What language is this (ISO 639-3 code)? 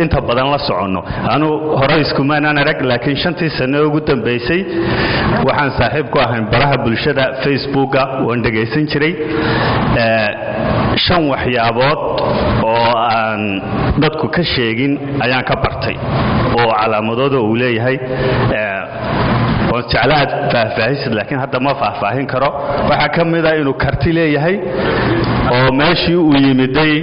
som